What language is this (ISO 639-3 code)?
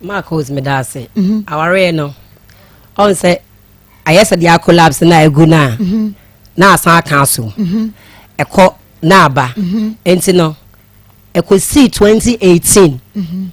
aka